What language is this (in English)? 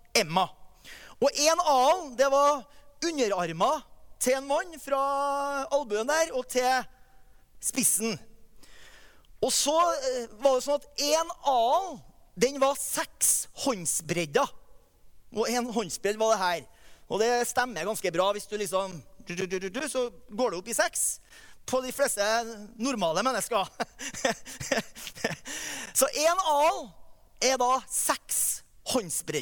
Norwegian